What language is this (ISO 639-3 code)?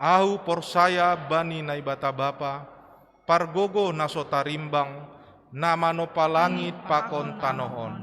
bts